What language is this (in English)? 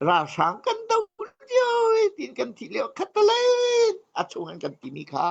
Hakha Chin